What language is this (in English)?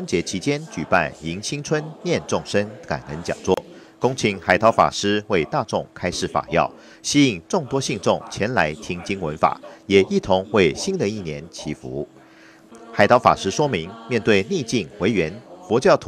Chinese